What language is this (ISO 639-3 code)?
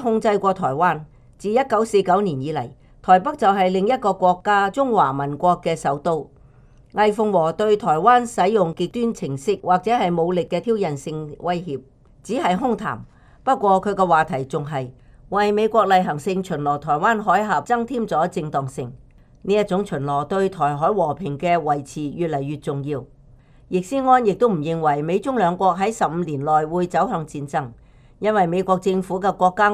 yue